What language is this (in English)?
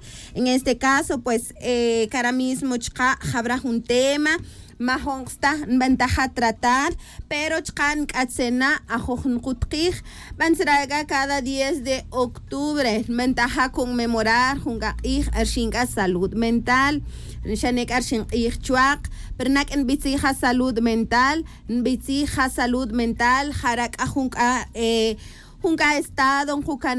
Tz'utujil